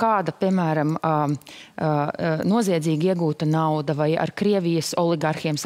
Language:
Latvian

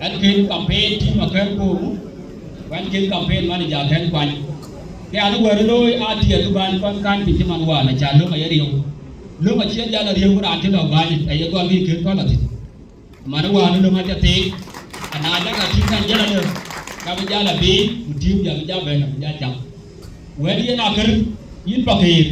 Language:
Dinka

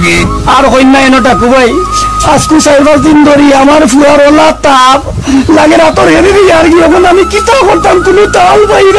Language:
Sylheti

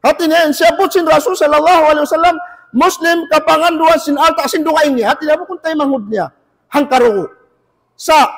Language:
Tausug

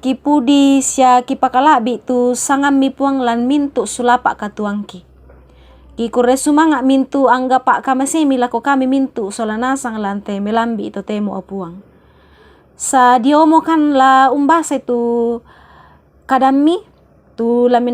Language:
Toraja-Sa'dan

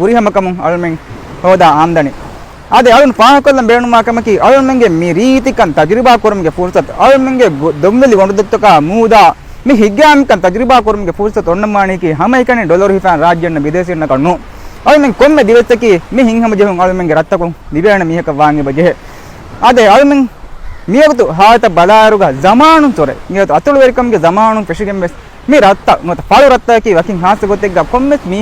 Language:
Divehi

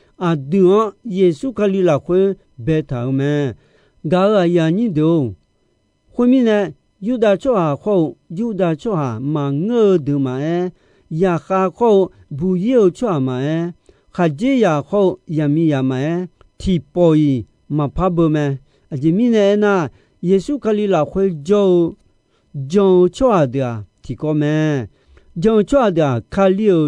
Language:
Akha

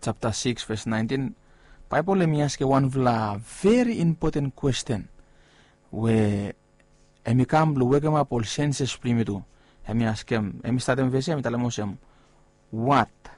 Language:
Bislama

